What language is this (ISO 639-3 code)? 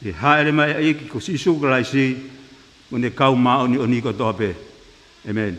ton